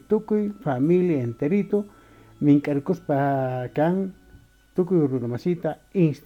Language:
Quechua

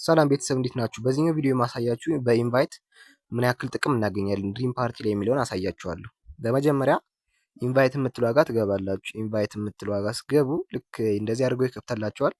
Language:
Amharic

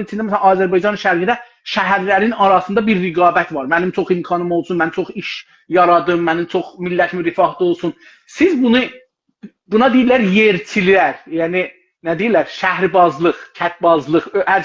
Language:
South Azerbaijani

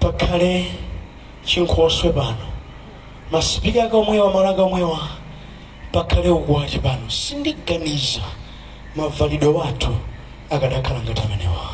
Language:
Nyanja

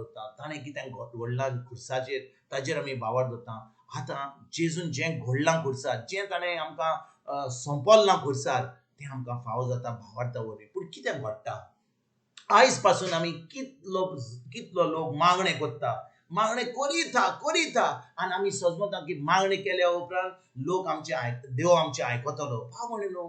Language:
Konkani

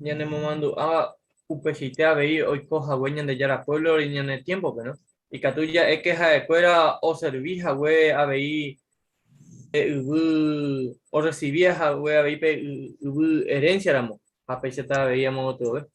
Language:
Guarani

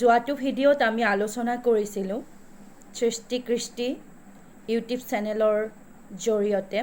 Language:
Assamese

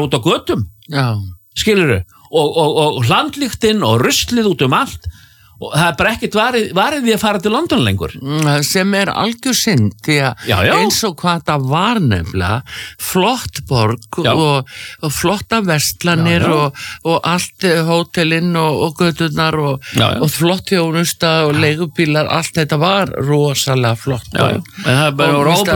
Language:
Icelandic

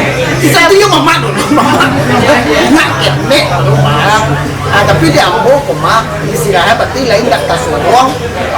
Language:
Minangkabau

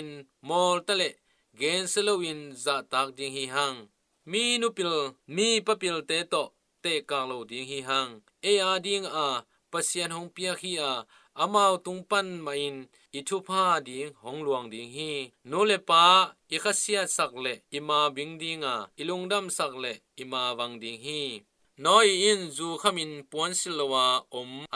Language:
Tedim Chin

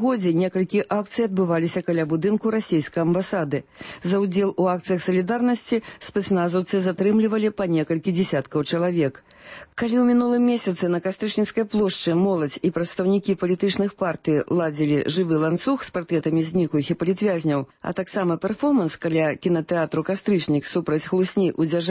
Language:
Belarusian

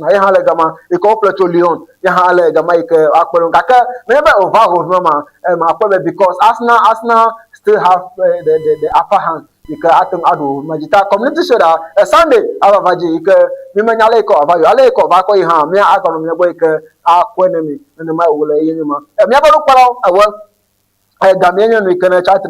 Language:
Ewe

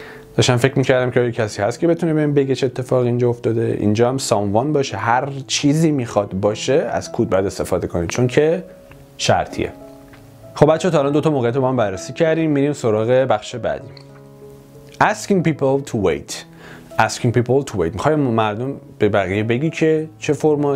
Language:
Persian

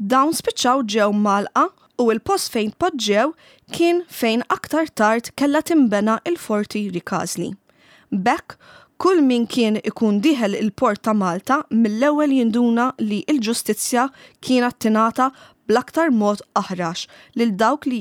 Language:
Maltese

